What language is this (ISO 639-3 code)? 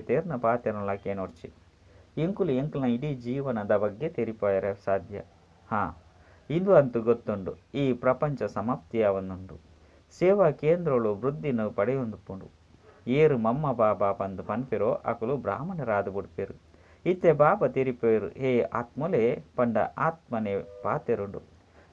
tcy